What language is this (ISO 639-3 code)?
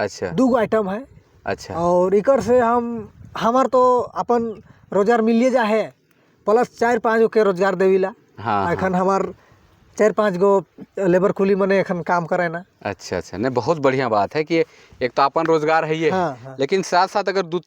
sck